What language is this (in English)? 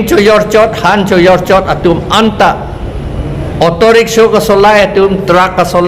Karbi